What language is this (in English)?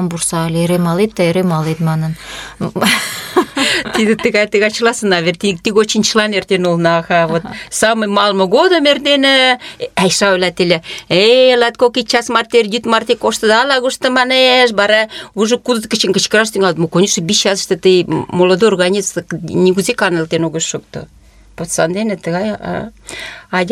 Mari